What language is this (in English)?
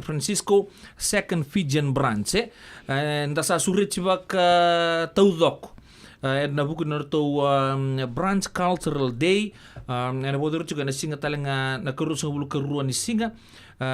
Fijian